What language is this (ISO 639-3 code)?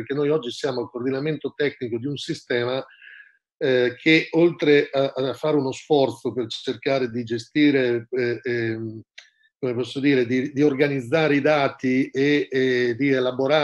ita